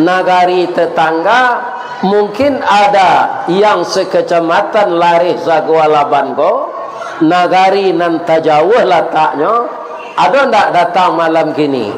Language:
Minangkabau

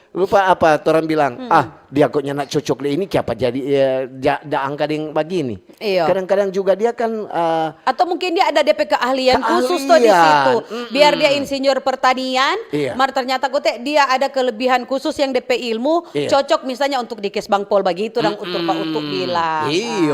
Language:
Manado Malay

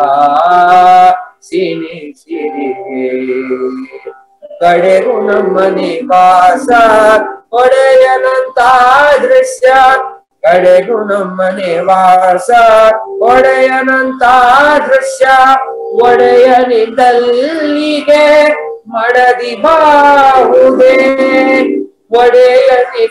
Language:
Kannada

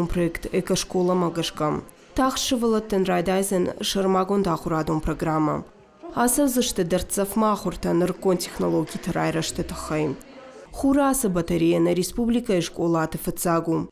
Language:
Ossetic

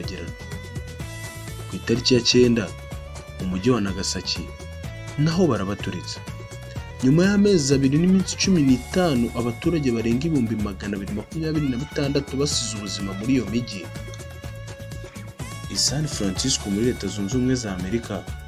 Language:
Kinyarwanda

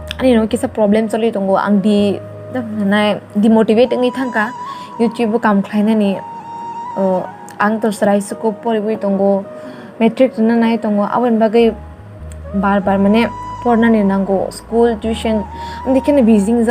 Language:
Kok Borok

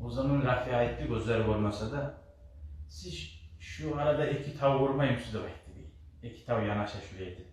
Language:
Kumyk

